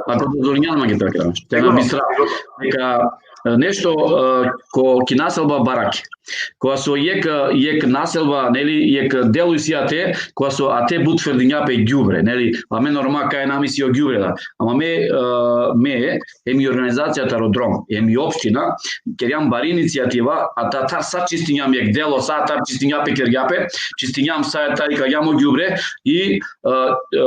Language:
Balkan Romani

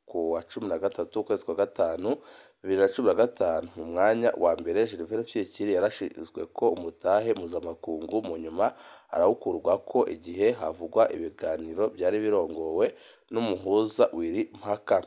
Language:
Rundi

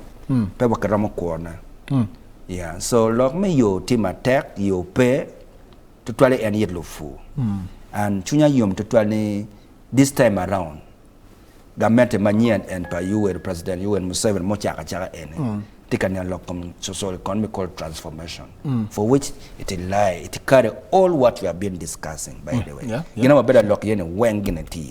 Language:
Acoli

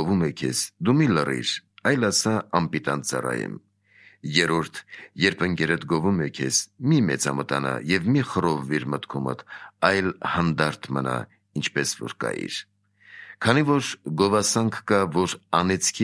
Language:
Armenian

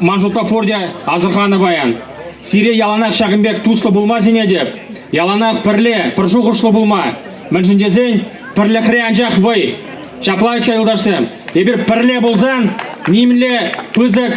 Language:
Chuvash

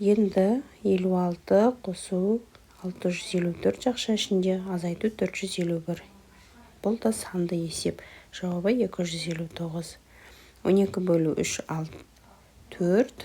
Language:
Kazakh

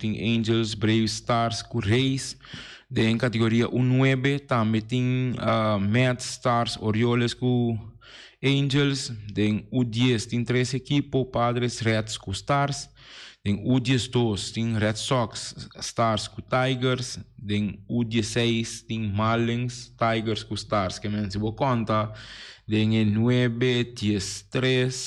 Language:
Papiamento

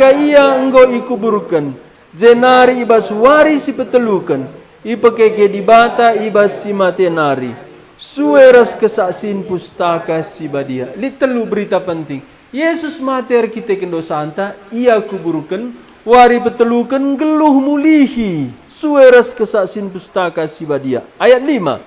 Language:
Batak Karo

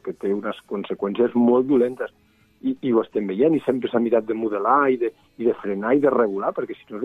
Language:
Catalan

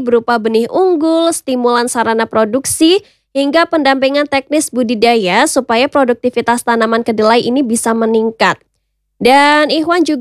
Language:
Indonesian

